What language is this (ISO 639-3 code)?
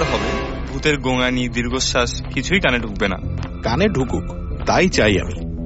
ben